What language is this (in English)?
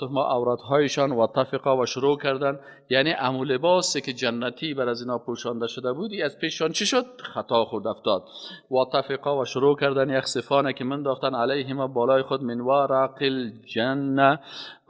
Persian